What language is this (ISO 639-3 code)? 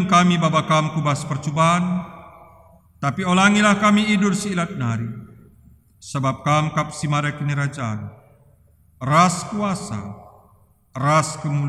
btx